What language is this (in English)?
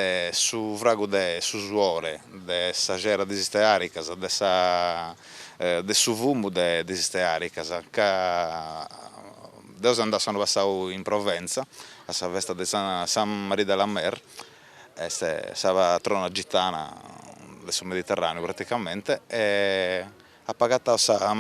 Sardinian